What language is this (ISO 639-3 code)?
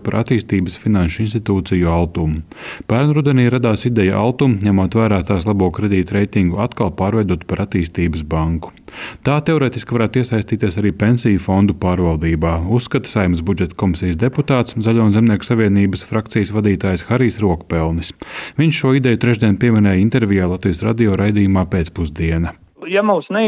lav